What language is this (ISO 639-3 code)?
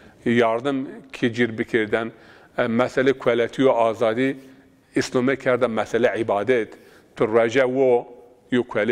zza